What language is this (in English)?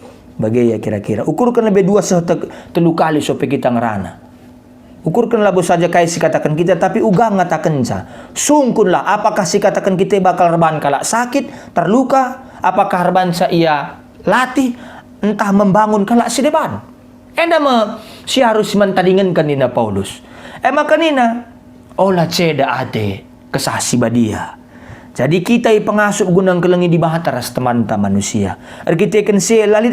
Batak Karo